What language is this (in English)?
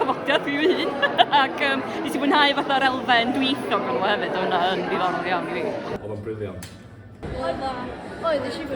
Welsh